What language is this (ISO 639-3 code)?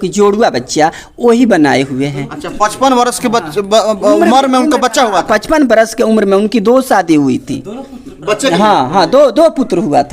bho